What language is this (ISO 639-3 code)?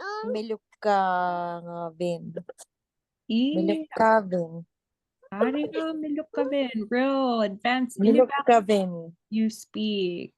ipk